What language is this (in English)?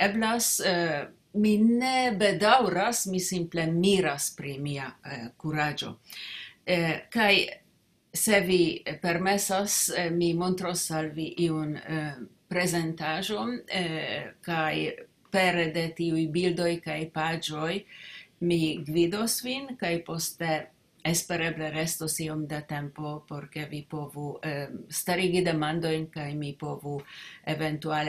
Esperanto